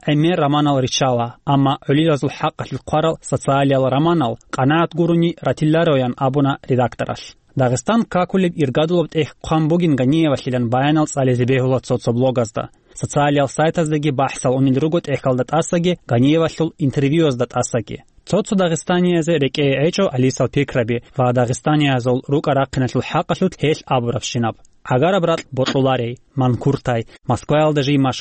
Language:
Avaric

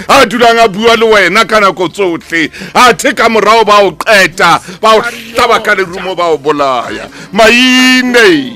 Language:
Southern Sotho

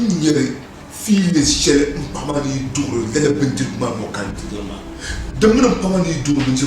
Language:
Dagbani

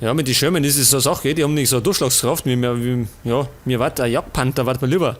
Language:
Bavarian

